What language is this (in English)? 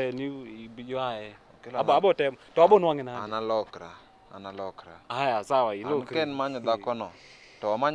Luo (Kenya and Tanzania)